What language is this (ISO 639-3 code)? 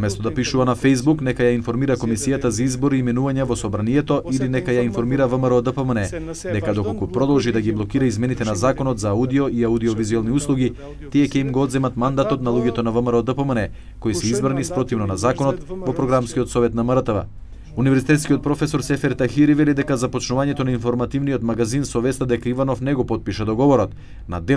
mkd